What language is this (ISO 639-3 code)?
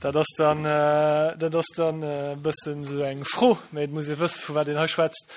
ltz